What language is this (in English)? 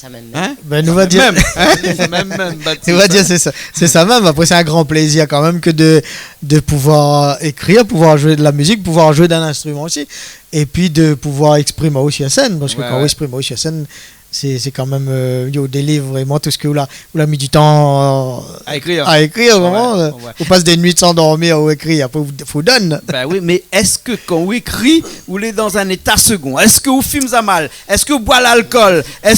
Réunion Creole French